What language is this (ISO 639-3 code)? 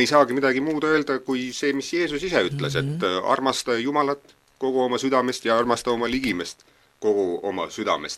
est